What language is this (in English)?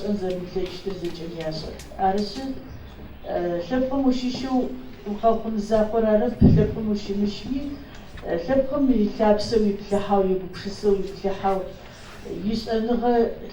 Adyghe